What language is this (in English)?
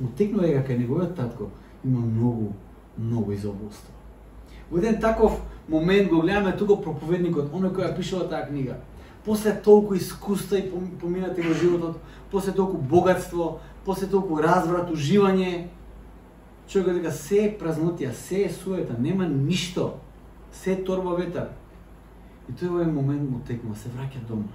Macedonian